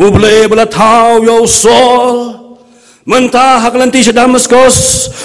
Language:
Khasi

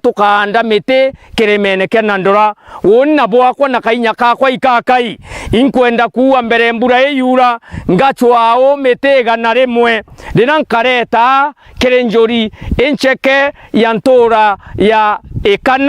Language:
Meru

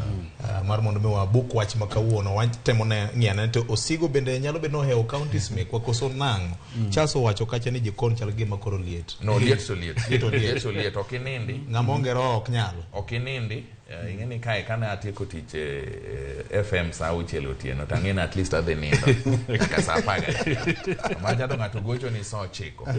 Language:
Luo (Kenya and Tanzania)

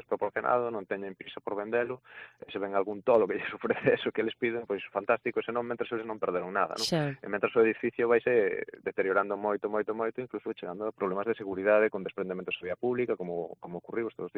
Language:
Galician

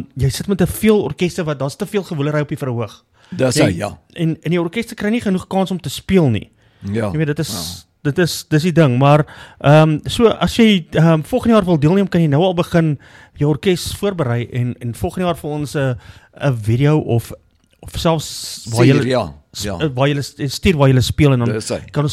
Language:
Afrikaans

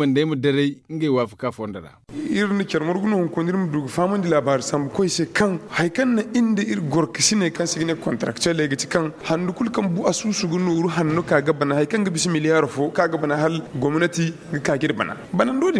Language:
Zarma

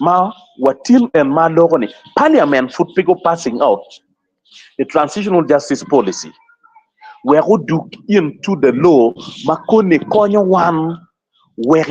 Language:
Acoli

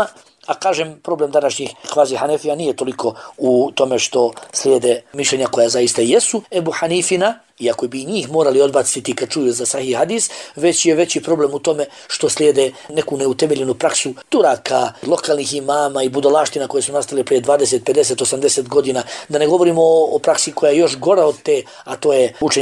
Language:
Bosnian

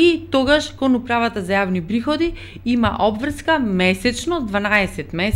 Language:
Macedonian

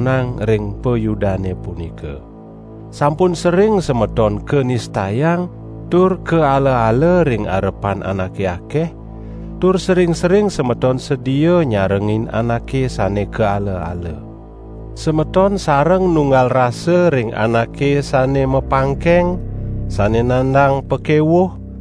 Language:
Balinese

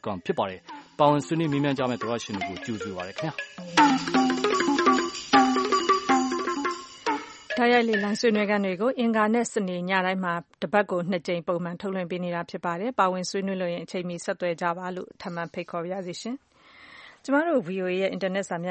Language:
Burmese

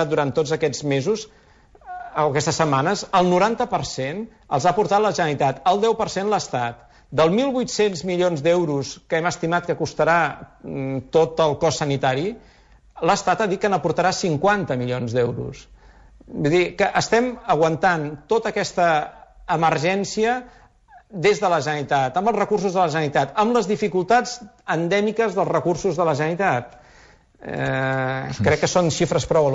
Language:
Catalan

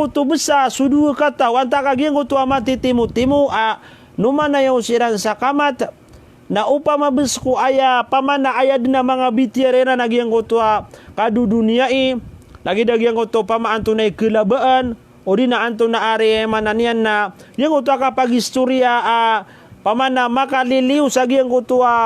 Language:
Maranao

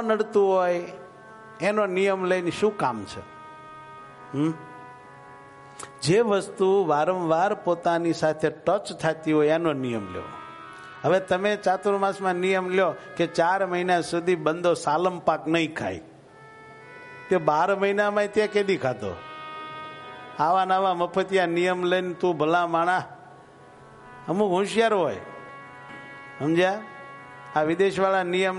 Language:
Gujarati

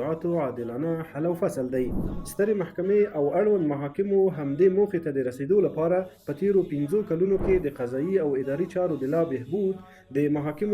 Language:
Pashto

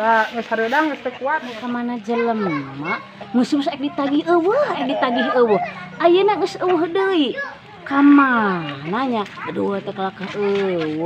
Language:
Sundanese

